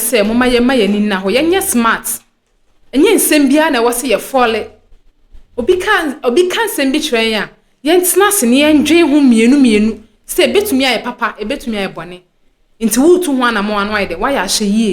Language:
Akan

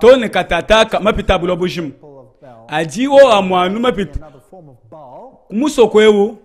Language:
Luba-Lulua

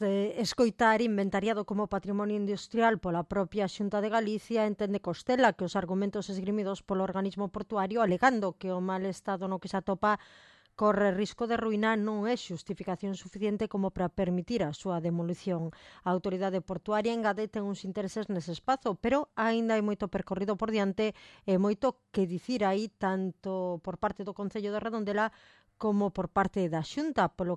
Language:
Galician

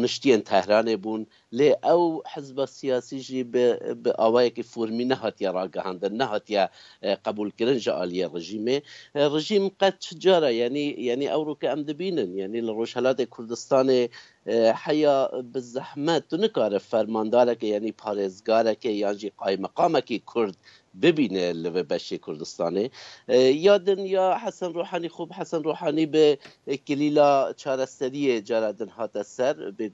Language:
Kurdish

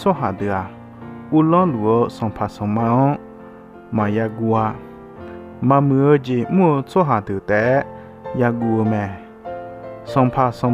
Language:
Akha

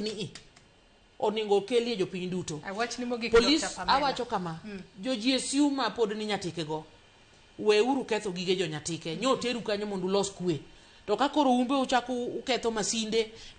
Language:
Luo (Kenya and Tanzania)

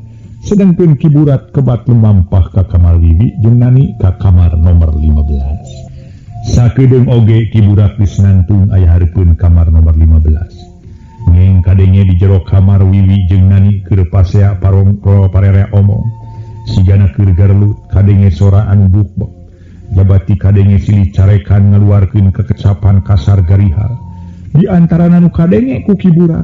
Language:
Sundanese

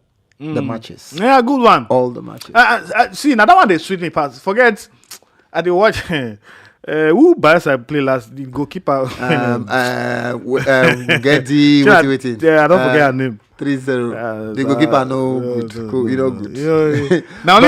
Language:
Nigerian Pidgin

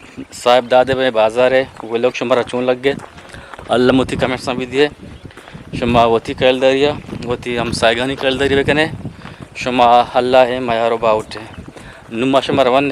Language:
Eastern Balochi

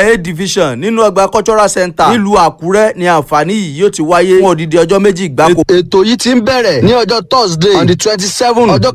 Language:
Yoruba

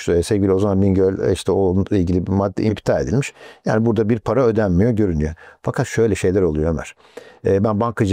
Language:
Turkish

